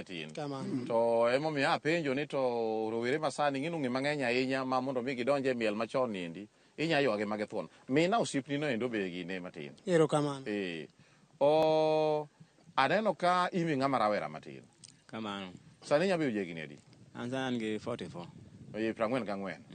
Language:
Luo (Kenya and Tanzania)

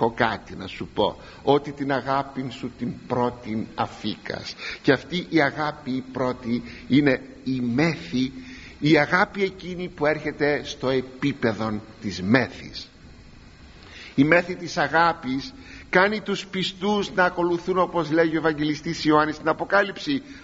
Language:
Greek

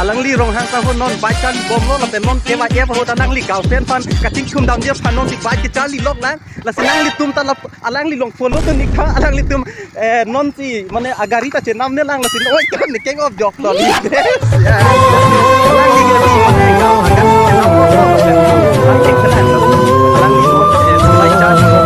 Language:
Karbi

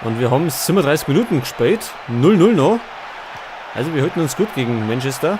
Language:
Bavarian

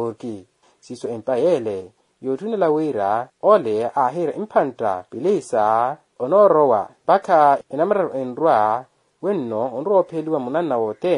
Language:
Makhuwa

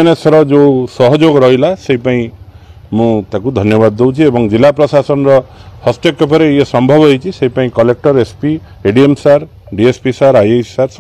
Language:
Odia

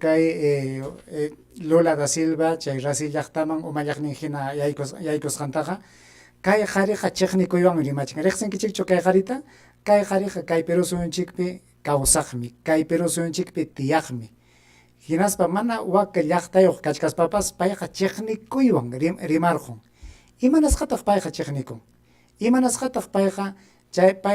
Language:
Ayacucho Quechua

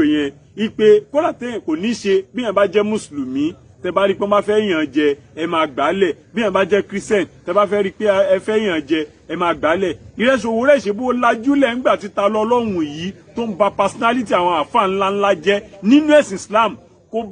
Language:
Yoruba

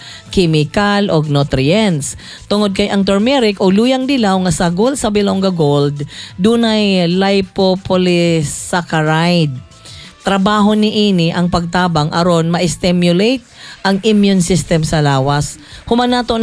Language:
Cebuano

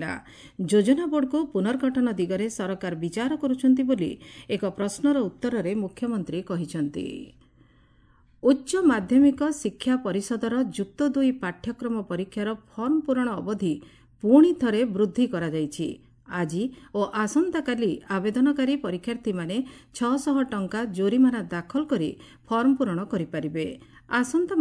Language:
Odia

